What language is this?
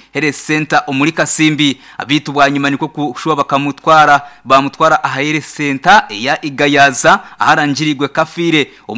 Nyankole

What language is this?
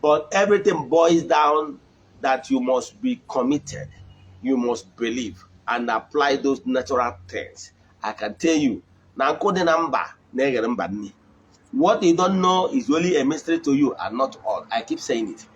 Igbo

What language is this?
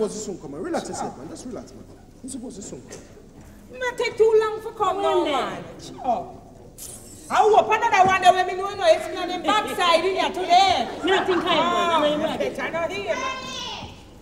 Jamaican Creole English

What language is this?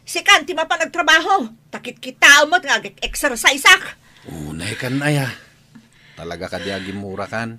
Iloko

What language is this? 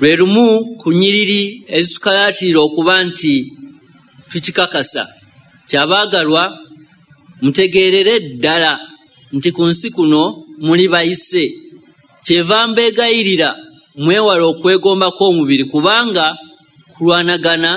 Ganda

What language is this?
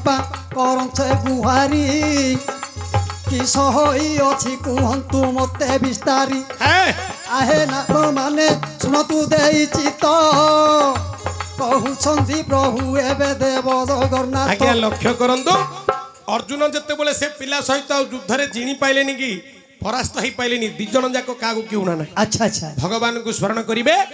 Odia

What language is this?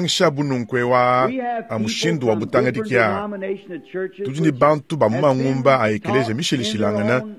Luba-Lulua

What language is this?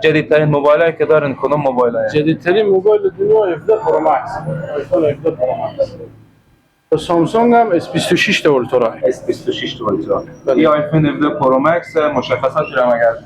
Persian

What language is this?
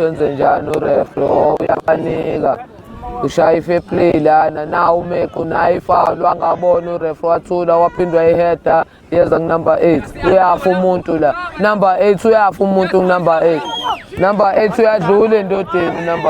Zulu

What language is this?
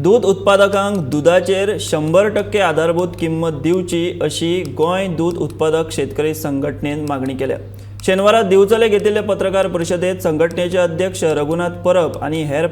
Konkani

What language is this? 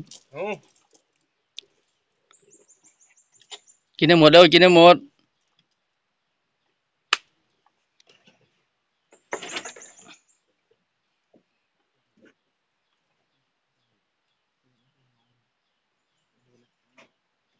Thai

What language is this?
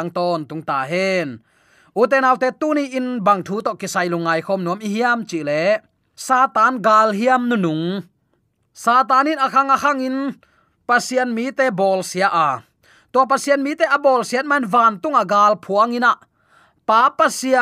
Tedim Chin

